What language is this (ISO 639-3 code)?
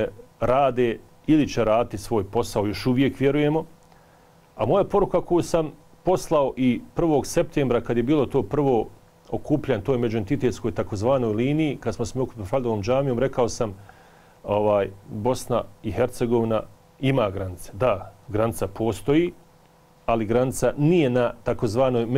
bos